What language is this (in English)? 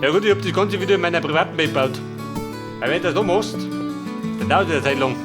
Bavarian